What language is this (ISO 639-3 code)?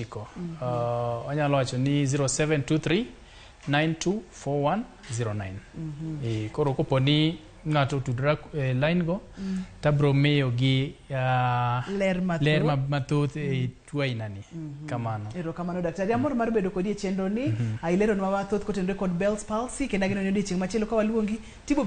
luo